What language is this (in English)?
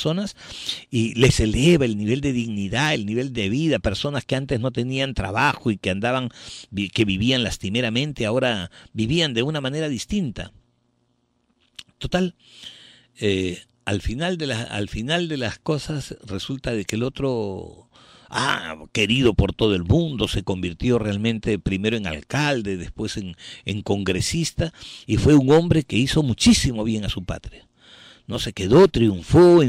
Spanish